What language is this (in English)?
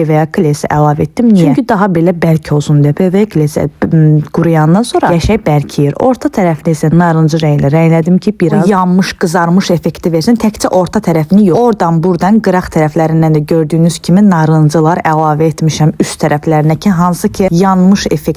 Azerbaijani